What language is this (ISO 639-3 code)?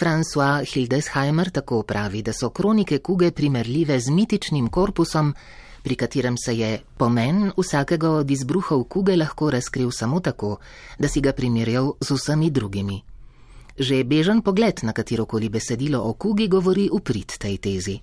slv